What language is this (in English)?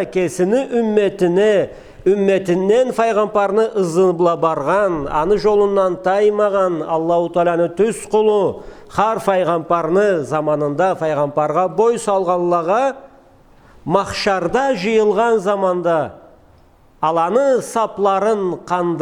Karachay-Balkar